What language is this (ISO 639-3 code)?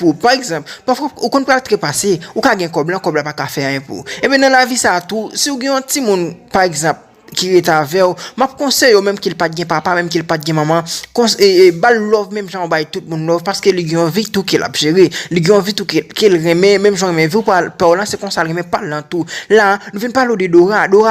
hat